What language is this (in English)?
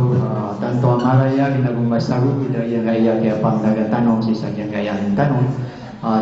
Maranao